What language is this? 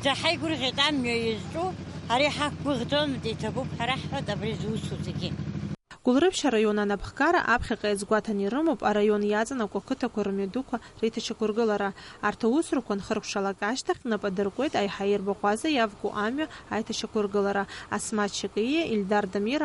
Abkhazian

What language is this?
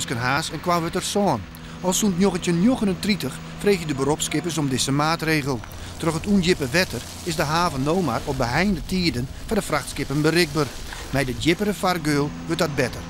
Western Frisian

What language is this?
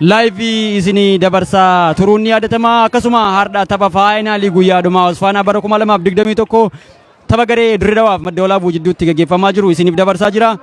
Oromo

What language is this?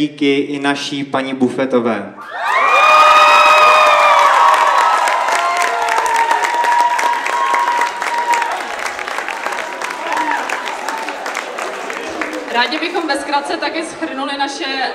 Czech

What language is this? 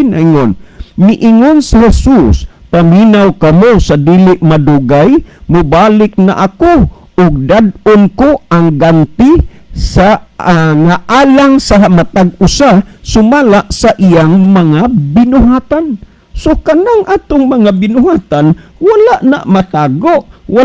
Cebuano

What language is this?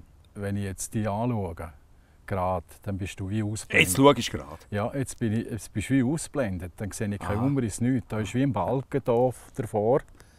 German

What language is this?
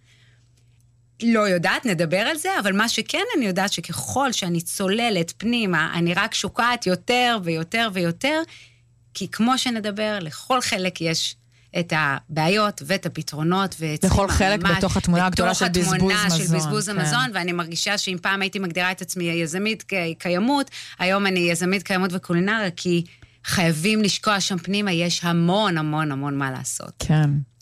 Hebrew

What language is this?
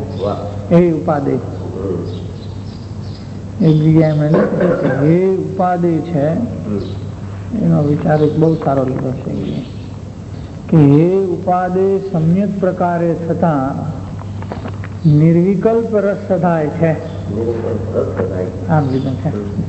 Gujarati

